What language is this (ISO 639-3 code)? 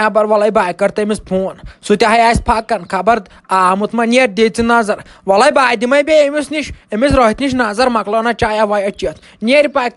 kas